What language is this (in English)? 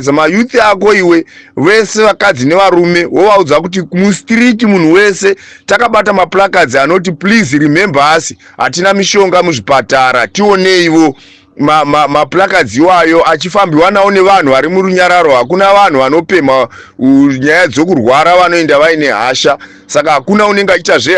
Shona